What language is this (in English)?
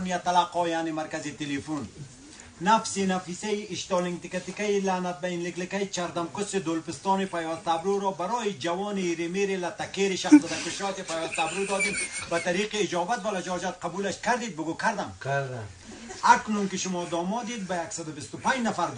Tajik